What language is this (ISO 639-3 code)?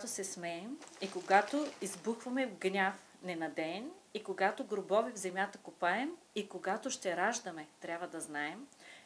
bul